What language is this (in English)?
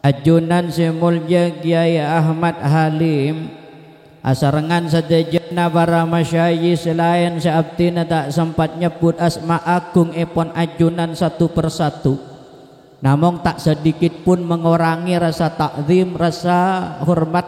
Madurese